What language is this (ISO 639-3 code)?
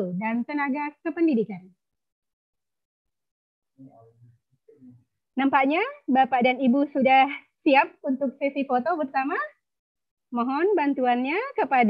ind